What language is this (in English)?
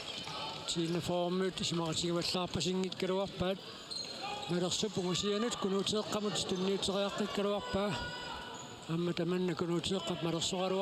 Kalaallisut